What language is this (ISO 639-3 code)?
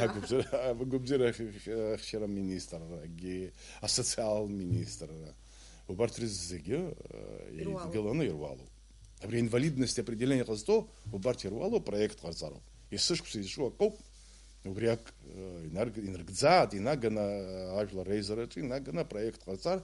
abk